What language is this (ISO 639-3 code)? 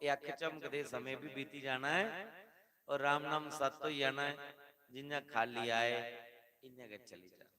doi